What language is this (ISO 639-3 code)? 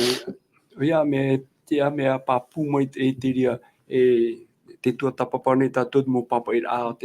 tah